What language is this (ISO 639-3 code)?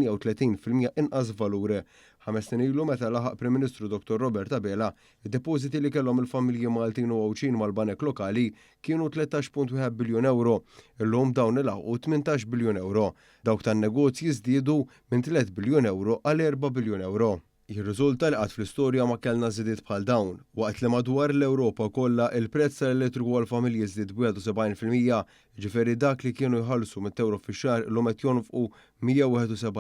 mlt